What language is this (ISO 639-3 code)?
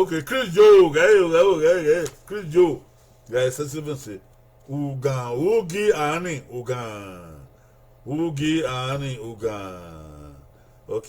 bin